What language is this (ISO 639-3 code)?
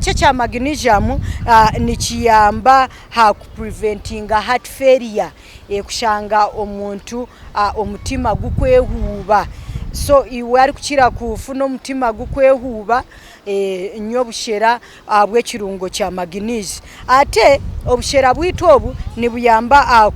nyn